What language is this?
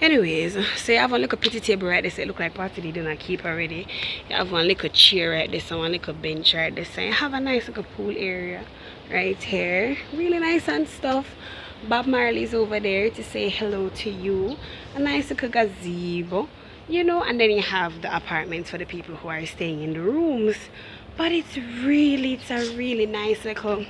Jamaican Creole English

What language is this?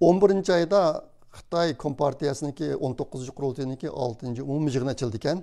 Uyghur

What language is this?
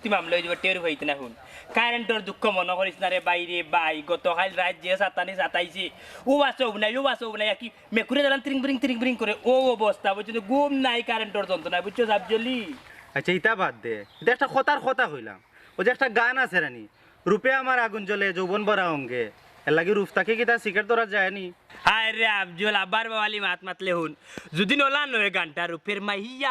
Sylheti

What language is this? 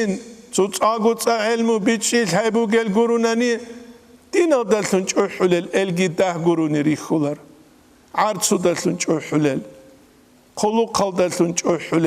Avaric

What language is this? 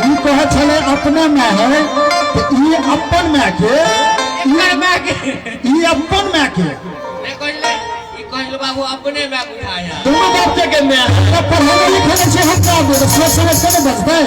Maithili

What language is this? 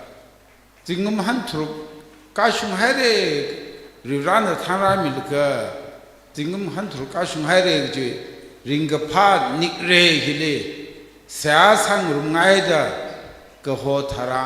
Tangkhul Naga (India)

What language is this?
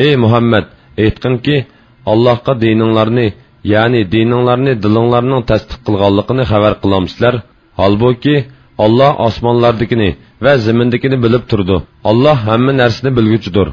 Uyghur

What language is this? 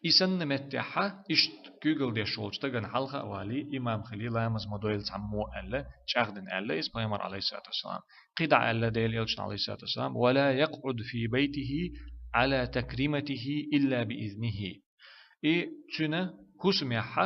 Chechen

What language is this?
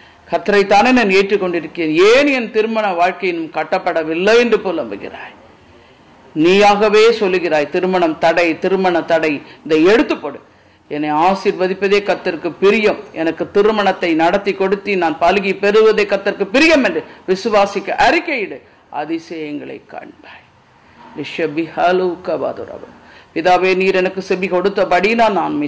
Tamil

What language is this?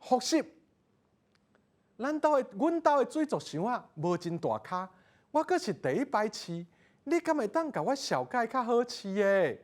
Min Nan Chinese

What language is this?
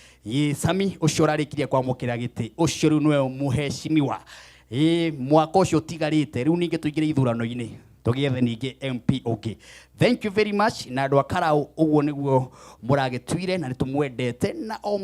Kikuyu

